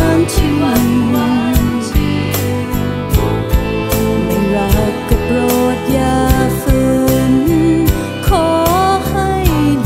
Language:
Thai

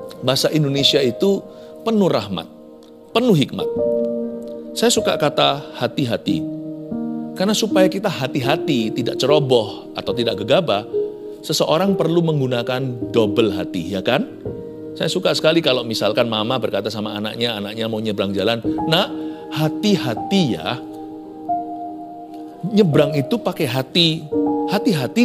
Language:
Indonesian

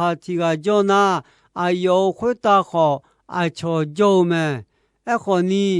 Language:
Akha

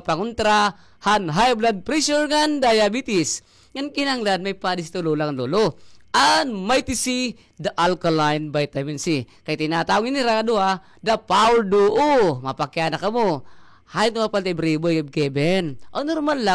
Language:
Waray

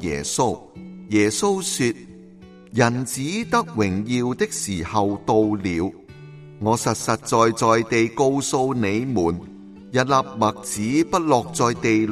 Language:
Cantonese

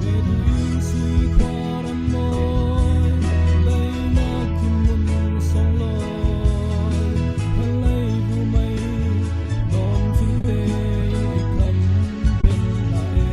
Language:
Falam Chin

